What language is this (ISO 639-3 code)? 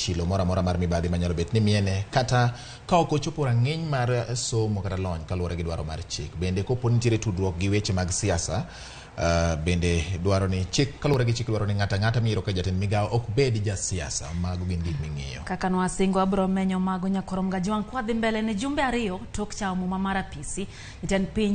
luo